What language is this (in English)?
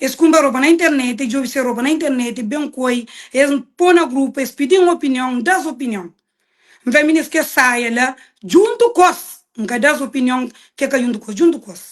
Kabuverdianu